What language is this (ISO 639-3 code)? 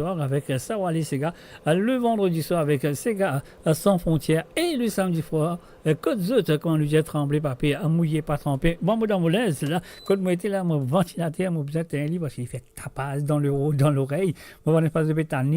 mfe